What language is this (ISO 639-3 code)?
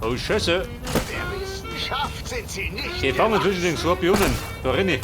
bar